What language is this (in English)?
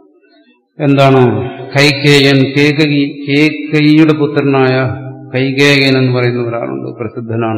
Malayalam